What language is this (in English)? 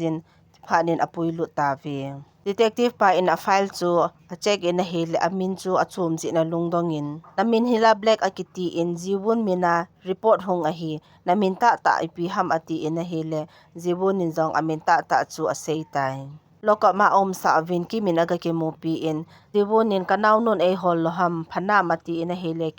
Thado Chin